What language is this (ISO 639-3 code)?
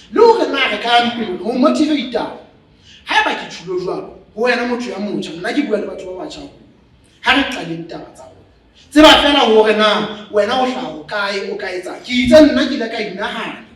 sot